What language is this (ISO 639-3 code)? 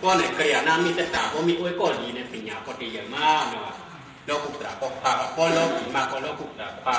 shn